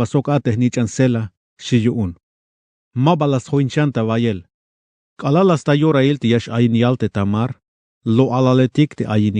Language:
Tzeltal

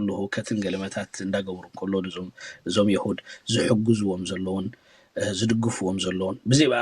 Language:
Tigrinya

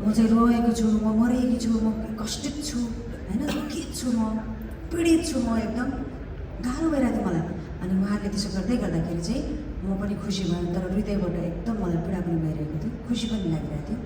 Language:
Nepali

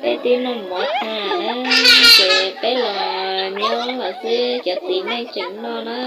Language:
Hmong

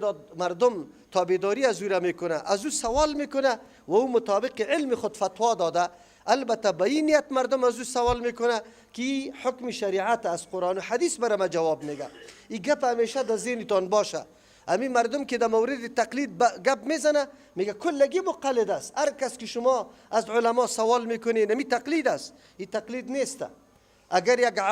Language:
Persian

